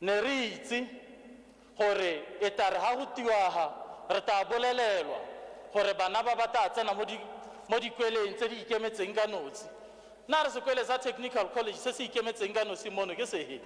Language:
Tswana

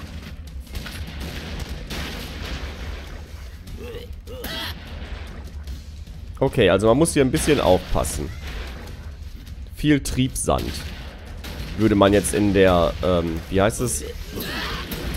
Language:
German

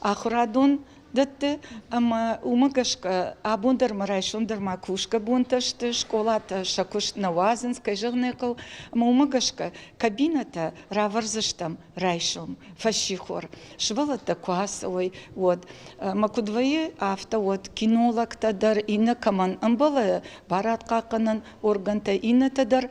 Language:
Ossetic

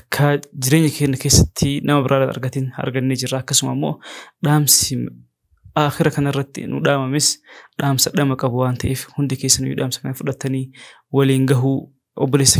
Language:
Oromo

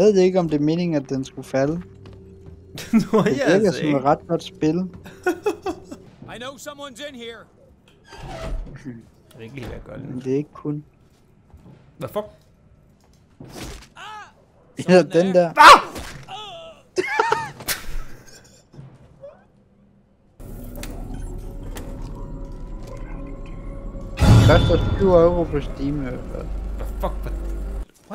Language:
Danish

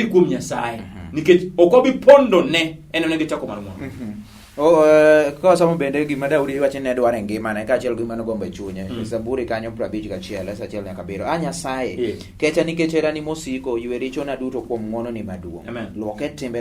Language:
Luo (Kenya and Tanzania)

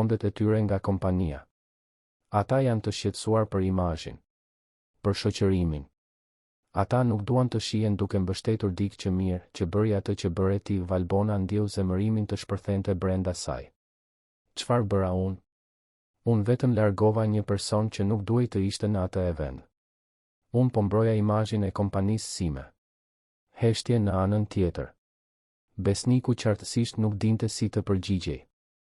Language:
Albanian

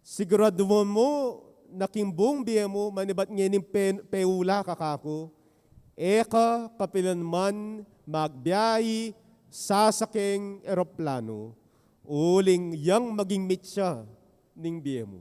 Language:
Pampanga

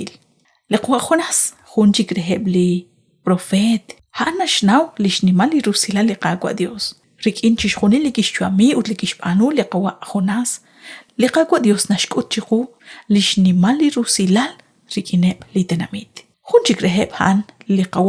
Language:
Kekchí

